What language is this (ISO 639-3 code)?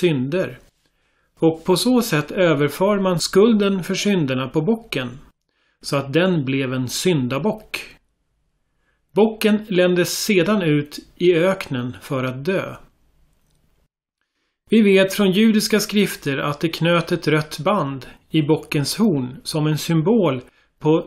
swe